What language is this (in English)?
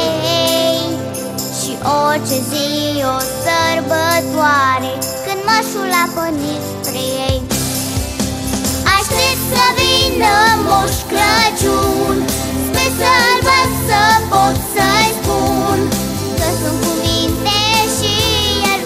Romanian